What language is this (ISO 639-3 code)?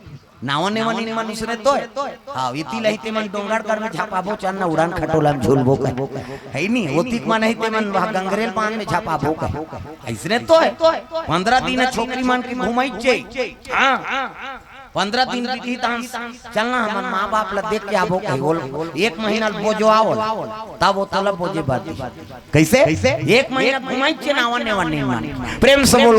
hne